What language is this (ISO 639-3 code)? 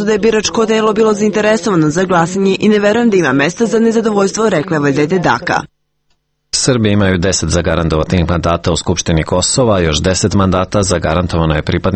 srp